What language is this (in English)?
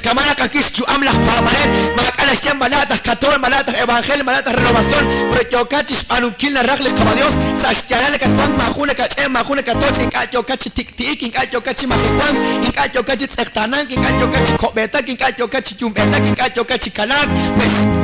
Kekchí